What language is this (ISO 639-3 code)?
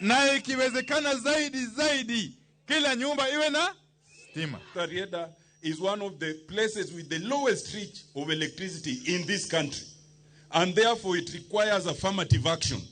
luo